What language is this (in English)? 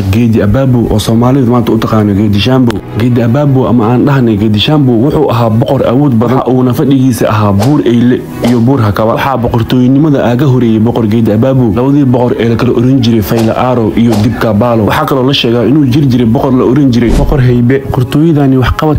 Somali